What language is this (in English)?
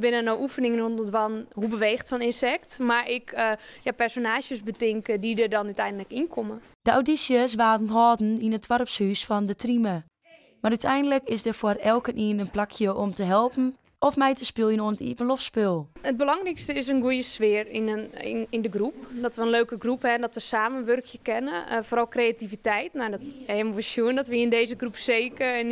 Western Frisian